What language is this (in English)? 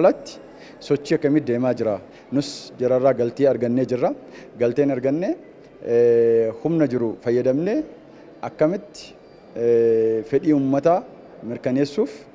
Oromo